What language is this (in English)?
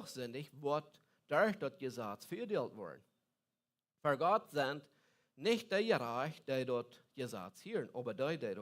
Plautdietsch